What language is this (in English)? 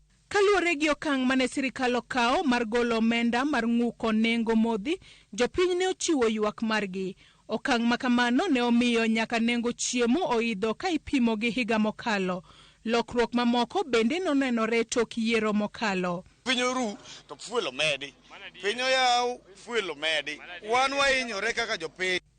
Luo (Kenya and Tanzania)